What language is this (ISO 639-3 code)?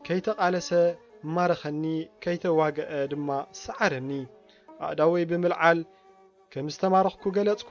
tir